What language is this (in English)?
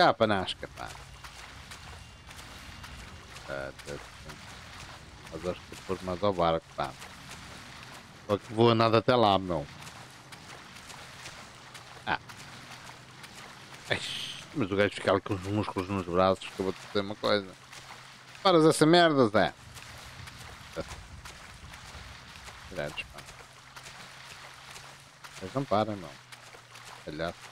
Portuguese